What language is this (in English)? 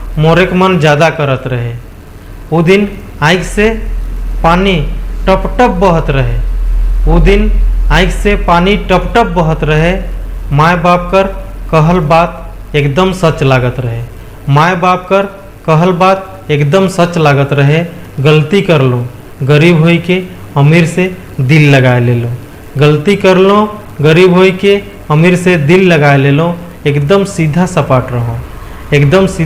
Sadri